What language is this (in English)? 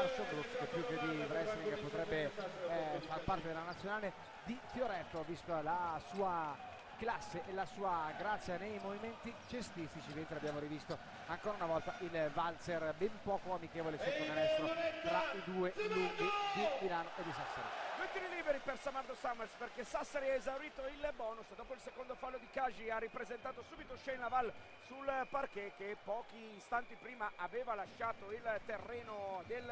Italian